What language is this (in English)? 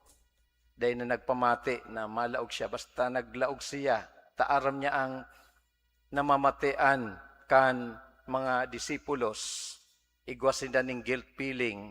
Bikol